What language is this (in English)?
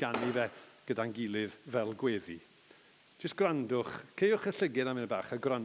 Welsh